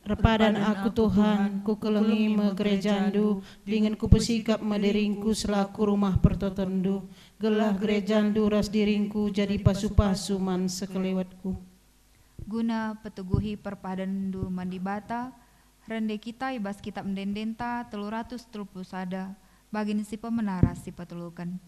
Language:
Batak Karo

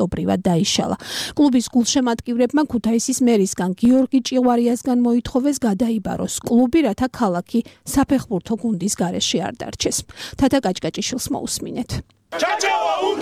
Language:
Georgian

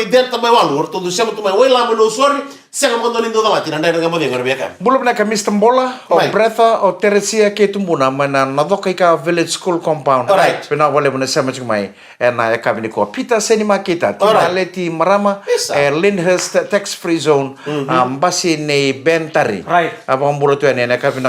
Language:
Fijian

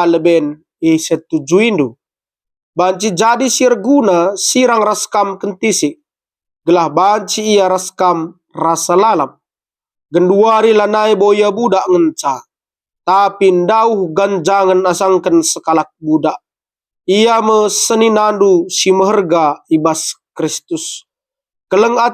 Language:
Batak Karo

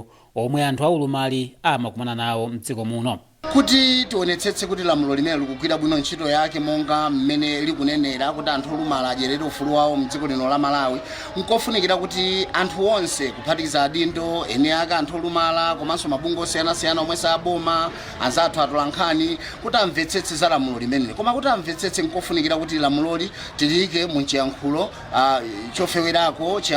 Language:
Nyanja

